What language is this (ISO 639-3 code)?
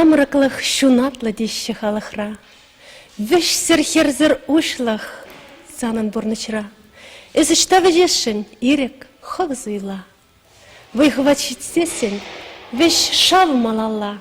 chv